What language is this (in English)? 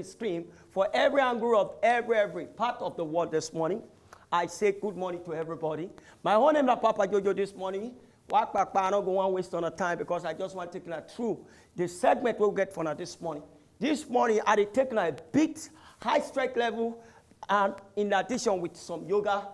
Nigerian Pidgin